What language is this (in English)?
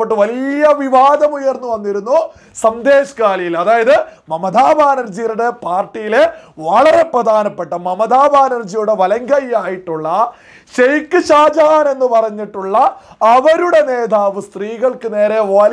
Malayalam